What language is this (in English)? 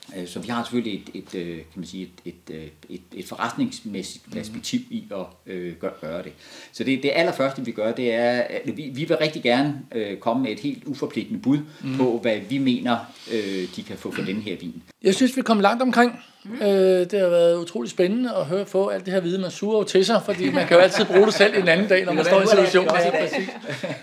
Danish